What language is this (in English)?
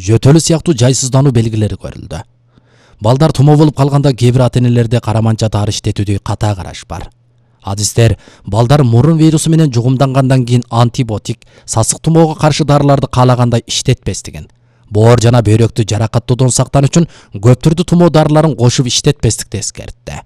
Kyrgyz